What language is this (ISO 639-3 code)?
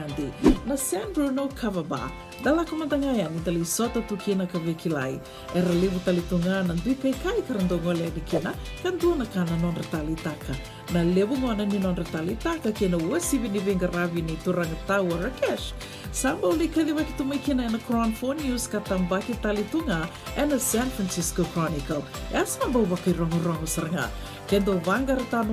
fij